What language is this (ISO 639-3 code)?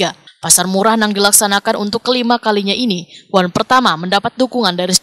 bjn